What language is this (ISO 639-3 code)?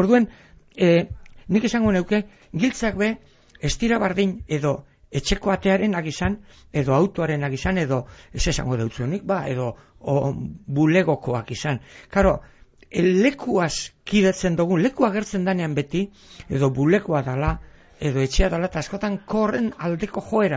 eus